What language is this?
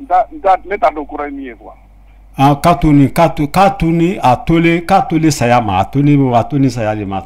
Bambara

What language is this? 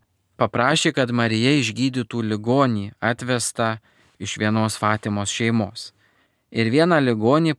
Lithuanian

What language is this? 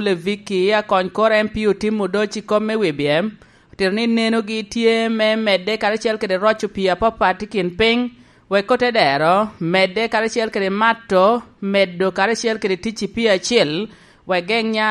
Lango (Uganda)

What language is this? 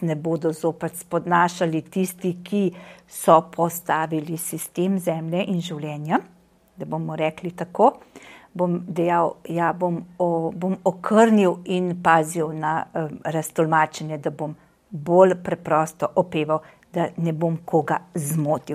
Slovenian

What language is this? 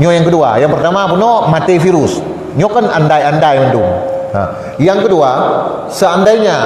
Achinese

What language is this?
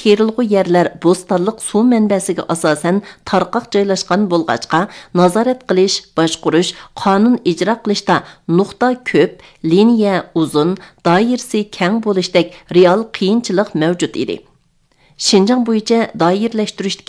Uyghur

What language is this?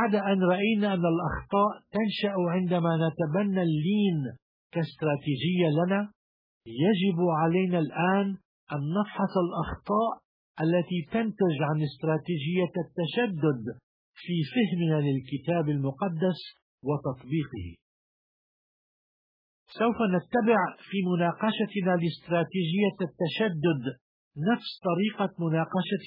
Arabic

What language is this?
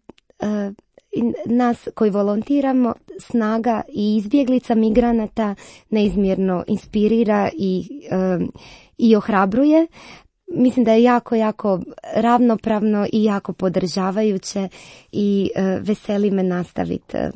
Croatian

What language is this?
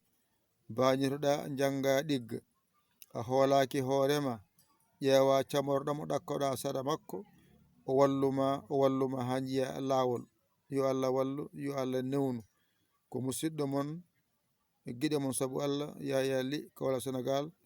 Fula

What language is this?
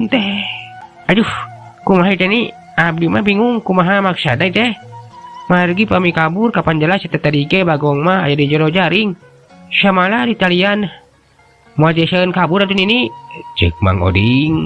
Sundanese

